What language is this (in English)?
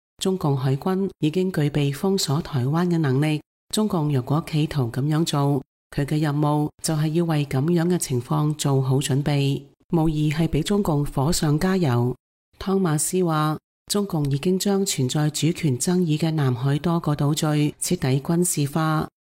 Cantonese